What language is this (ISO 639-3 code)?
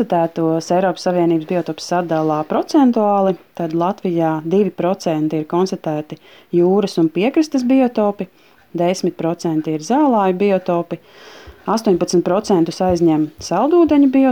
lav